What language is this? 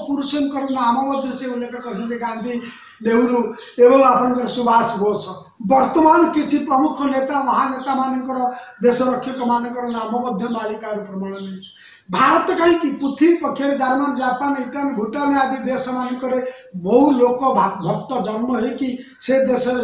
Odia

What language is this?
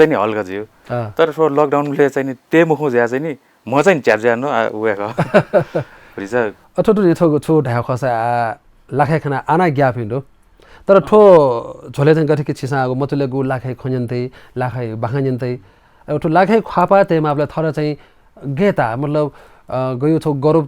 Newari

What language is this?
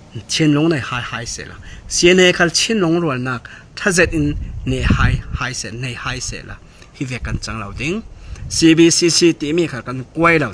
Falam Chin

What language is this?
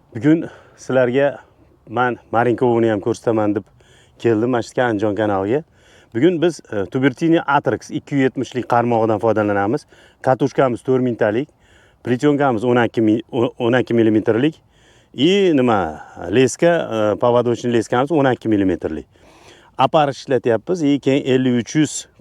Uzbek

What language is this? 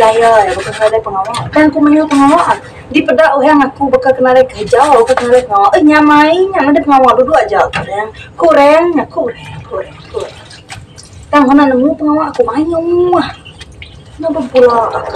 Iban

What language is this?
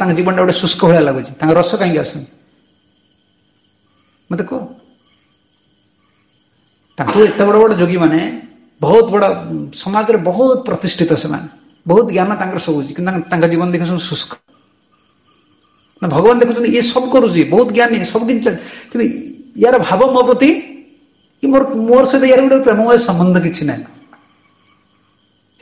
Odia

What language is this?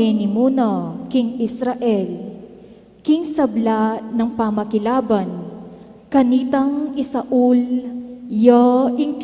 Pampanga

